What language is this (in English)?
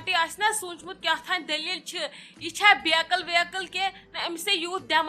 Kashmiri